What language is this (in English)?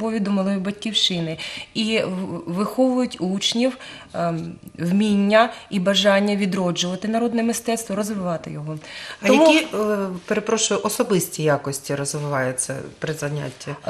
Ukrainian